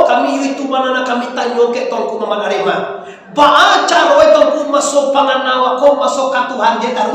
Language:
Minangkabau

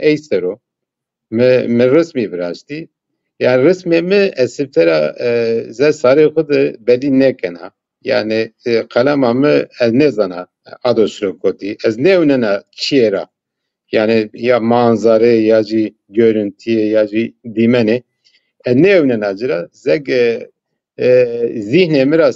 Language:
Zaza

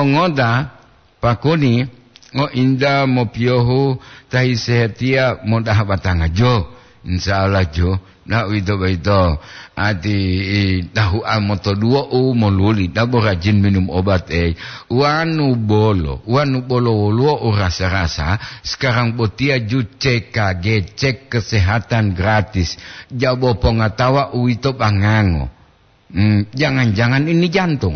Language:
Gorontalo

